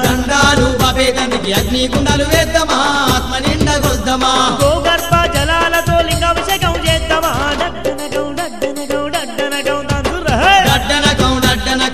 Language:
Telugu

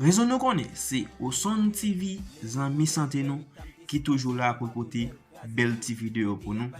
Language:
Haitian Creole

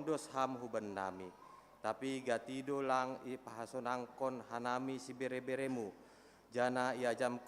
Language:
Batak Simalungun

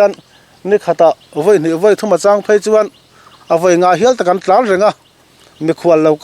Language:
Mizo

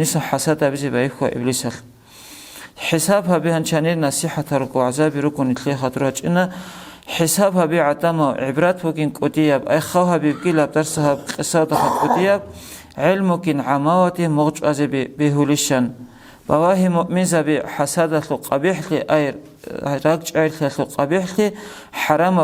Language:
Avaric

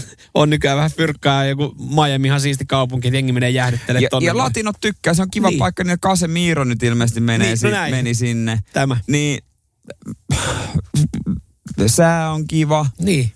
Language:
Finnish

